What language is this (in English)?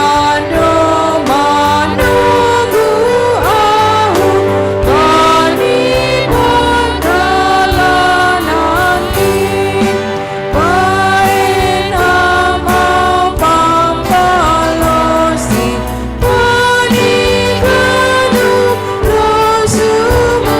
Batak Simalungun